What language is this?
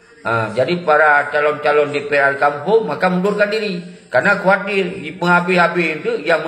Achinese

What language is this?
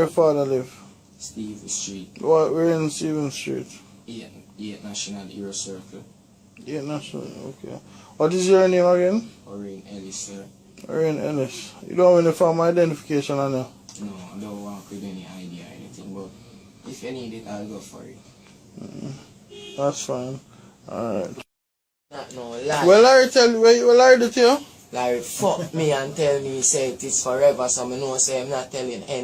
Jamaican Creole English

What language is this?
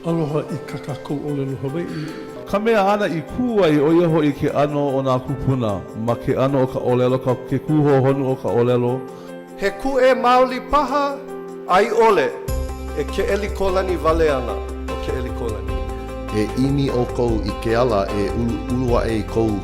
Hawaiian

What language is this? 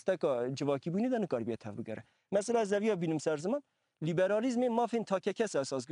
Kurdish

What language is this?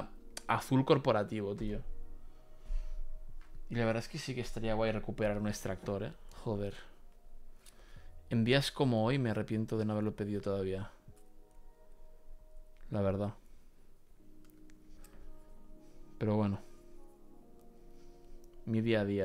Spanish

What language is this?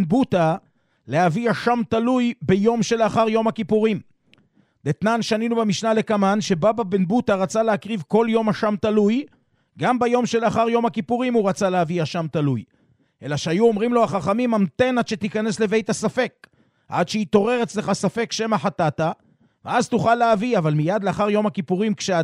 Hebrew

